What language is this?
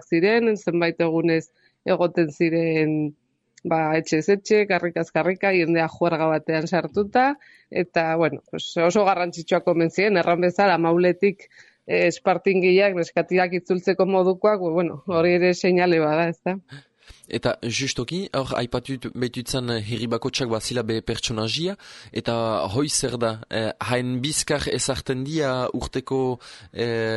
Basque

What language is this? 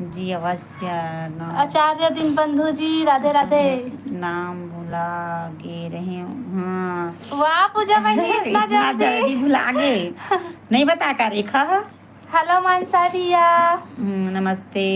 Chhattisgarhi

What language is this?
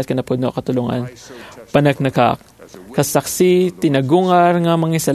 Iloko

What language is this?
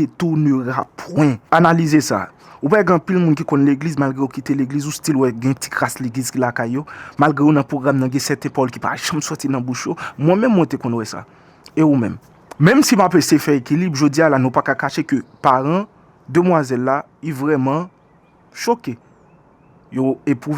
Haitian Creole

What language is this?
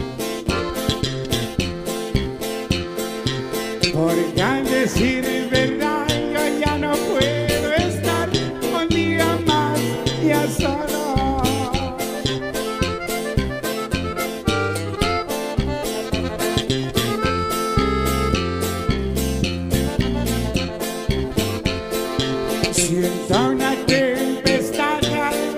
Spanish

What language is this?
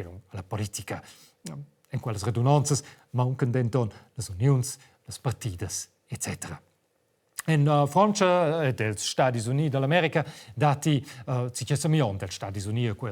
Romansh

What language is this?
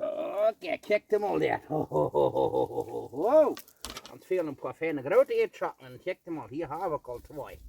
Plautdietsch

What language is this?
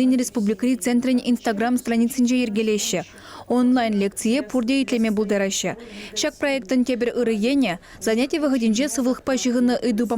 Chuvash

